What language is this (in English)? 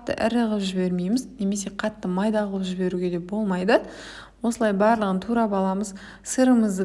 Kazakh